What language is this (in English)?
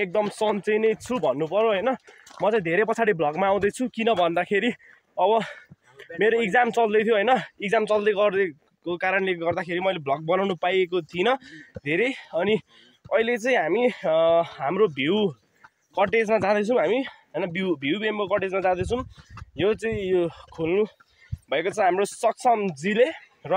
Nepali